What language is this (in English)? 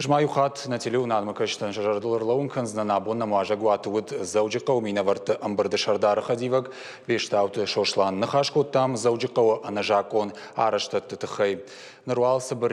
Ossetic